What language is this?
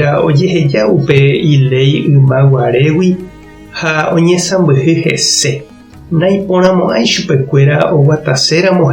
Guarani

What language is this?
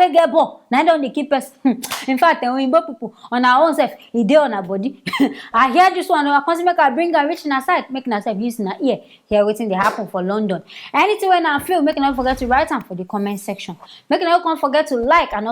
Nigerian Pidgin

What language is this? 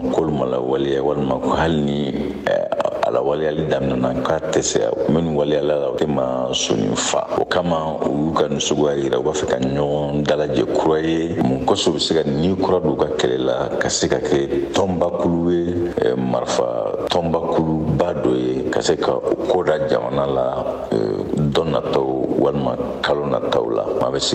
Bambara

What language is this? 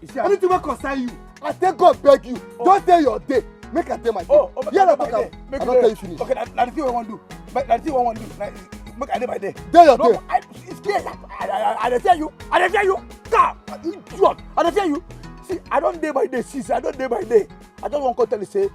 Nigerian Pidgin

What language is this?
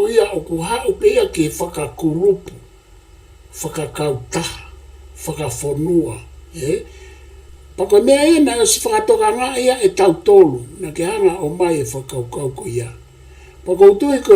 Tongan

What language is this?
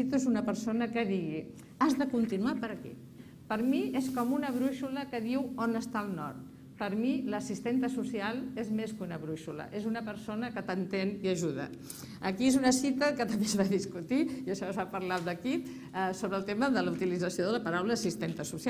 Catalan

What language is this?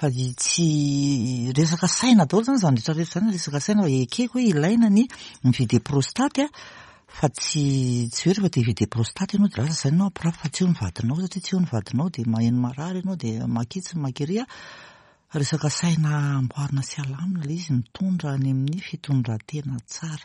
Malagasy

